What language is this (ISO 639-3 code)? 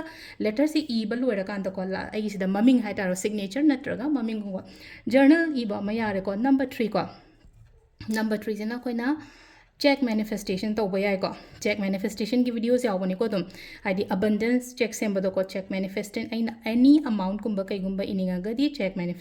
mni